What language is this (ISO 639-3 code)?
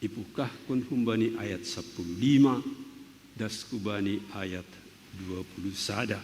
bts